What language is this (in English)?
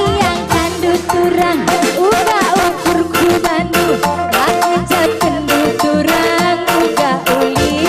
Batak Karo